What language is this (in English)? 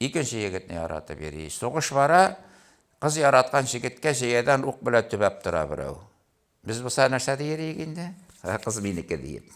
Tatar